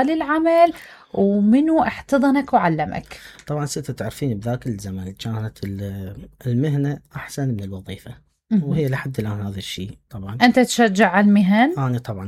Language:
Mesopotamian Arabic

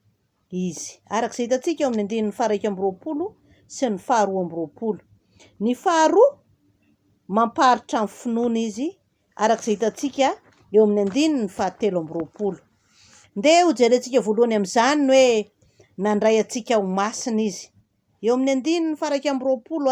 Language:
Malagasy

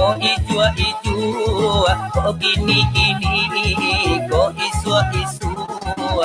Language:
Minangkabau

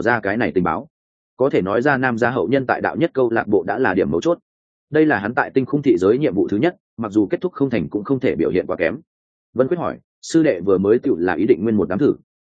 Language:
Vietnamese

